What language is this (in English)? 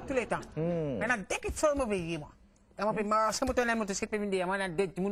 Morisyen